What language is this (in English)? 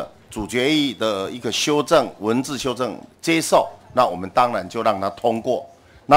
Chinese